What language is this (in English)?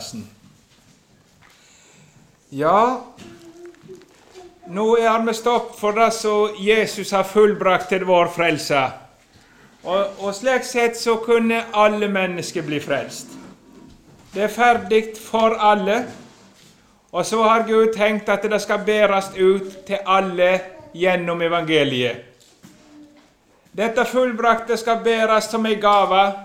Norwegian